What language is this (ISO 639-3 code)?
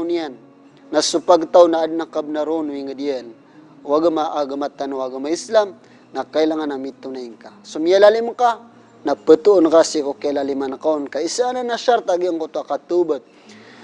mrw